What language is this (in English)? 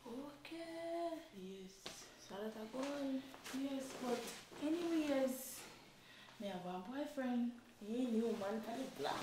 Jamaican Creole English